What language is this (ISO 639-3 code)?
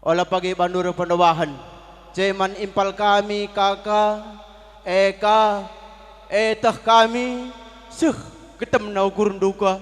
btx